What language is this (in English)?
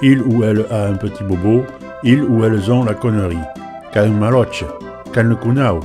Occitan